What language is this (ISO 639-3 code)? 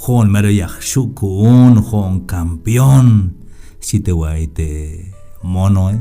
tzh